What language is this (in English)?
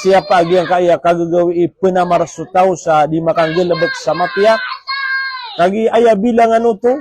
Maranao